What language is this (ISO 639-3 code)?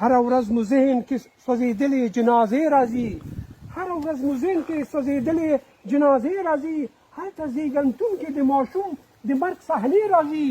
pus